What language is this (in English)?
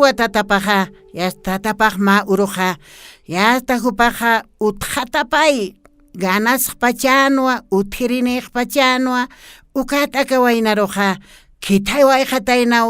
Aymara